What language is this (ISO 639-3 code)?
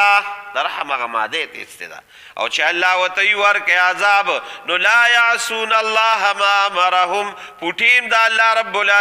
pus